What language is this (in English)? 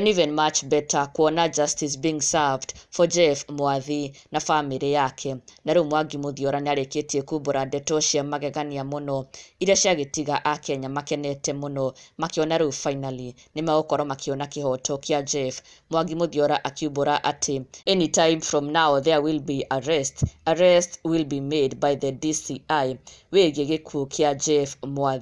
Kikuyu